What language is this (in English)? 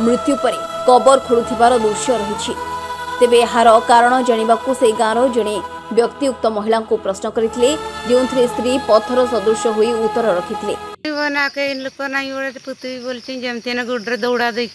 Odia